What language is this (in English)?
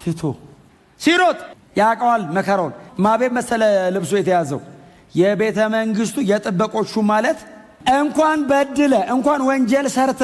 Amharic